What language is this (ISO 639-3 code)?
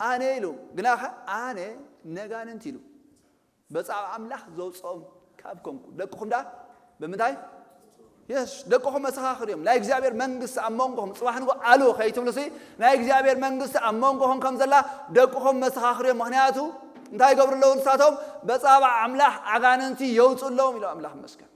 tir